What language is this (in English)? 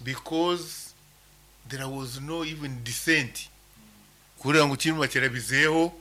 Nyankole